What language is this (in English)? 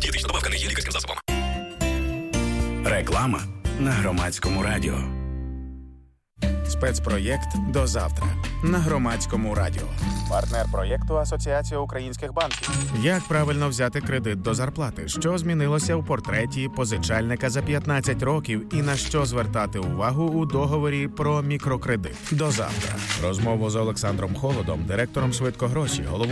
Ukrainian